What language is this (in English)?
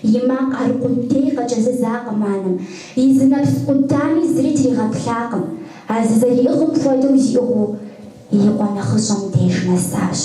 Kabardian